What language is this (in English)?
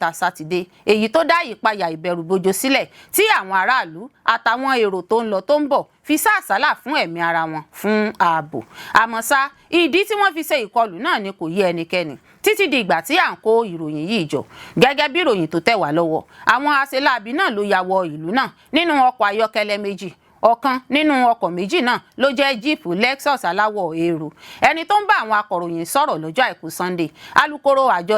Yoruba